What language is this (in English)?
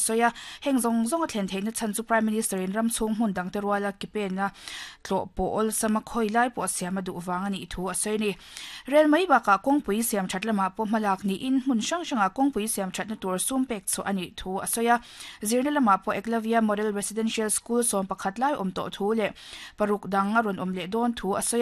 Mizo